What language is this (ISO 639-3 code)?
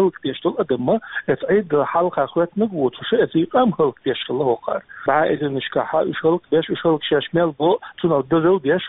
che